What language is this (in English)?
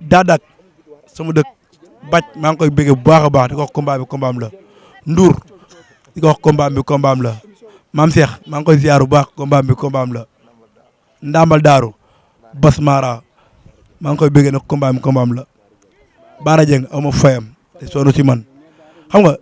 Wolof